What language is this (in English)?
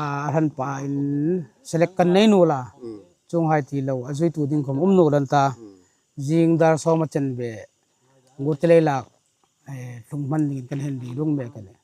Hmar